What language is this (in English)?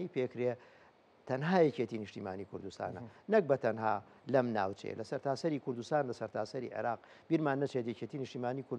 Central Kurdish